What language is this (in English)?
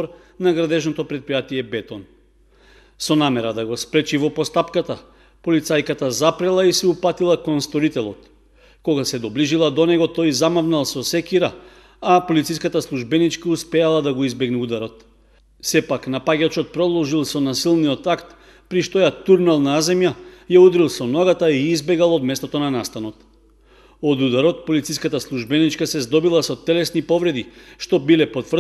Macedonian